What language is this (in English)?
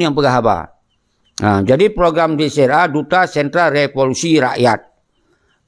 Achinese